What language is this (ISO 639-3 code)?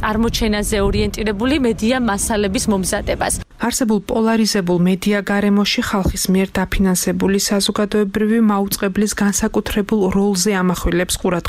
kat